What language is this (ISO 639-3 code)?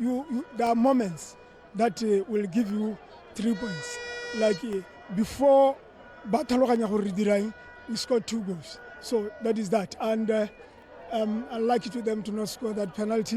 tsn